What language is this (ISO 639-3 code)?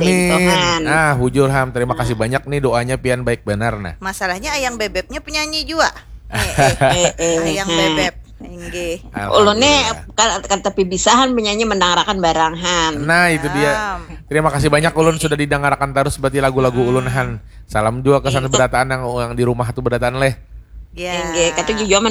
bjn